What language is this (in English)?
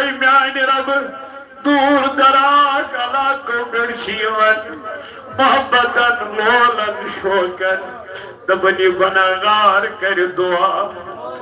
Kashmiri